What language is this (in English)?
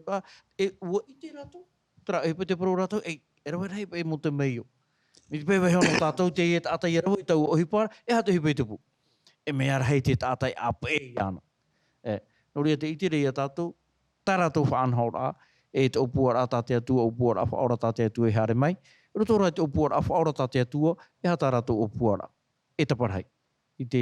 Tahitian